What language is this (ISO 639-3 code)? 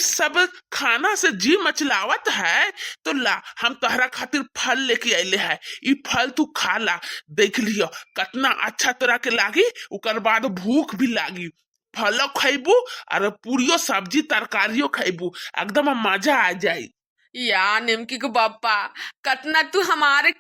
bho